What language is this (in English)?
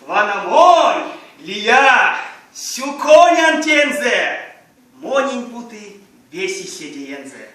Erzya